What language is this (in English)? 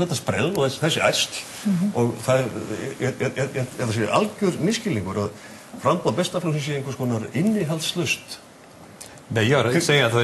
Icelandic